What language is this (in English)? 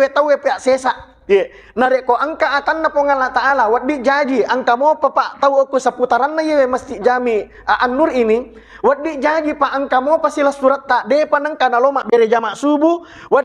Buginese